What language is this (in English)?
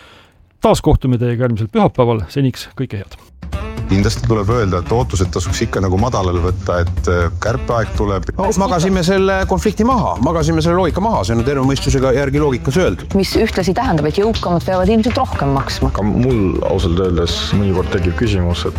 Estonian